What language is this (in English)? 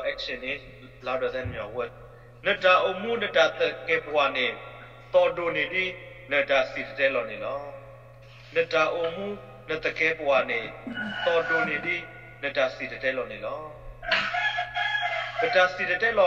S'gaw Karen